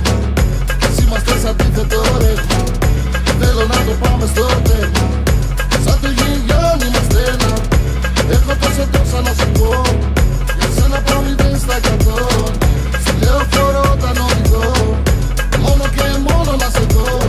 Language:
Greek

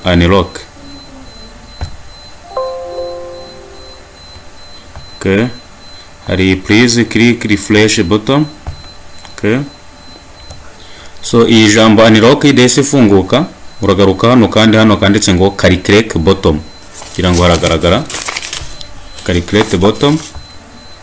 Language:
Kinyarwanda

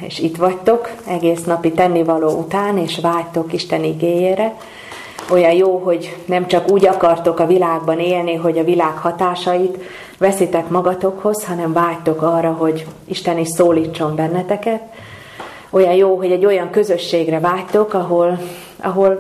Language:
Hungarian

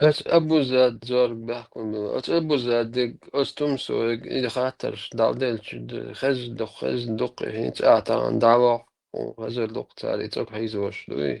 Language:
Chechen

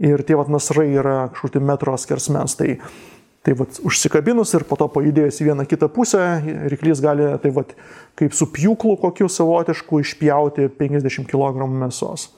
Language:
Lithuanian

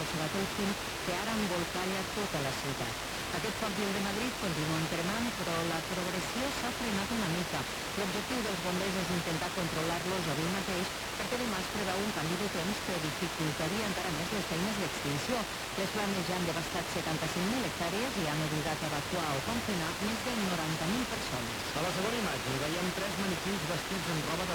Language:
Catalan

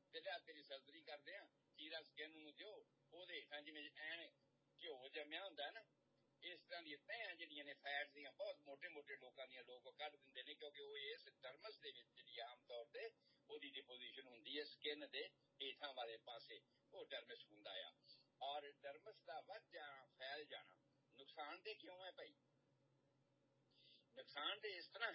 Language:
Punjabi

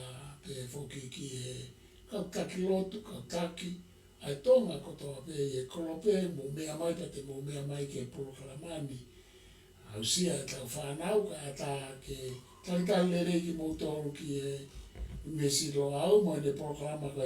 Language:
Tongan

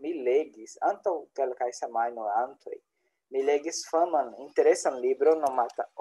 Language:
Esperanto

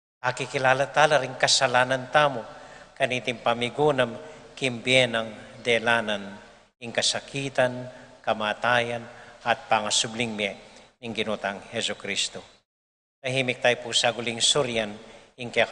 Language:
Pampanga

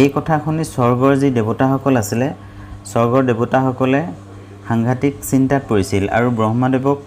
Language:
Assamese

